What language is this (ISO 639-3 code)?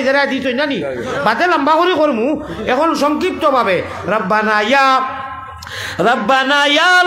syl